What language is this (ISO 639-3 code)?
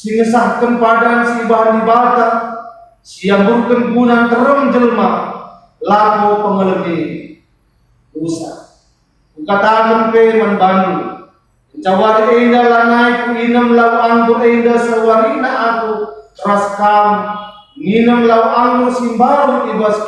btx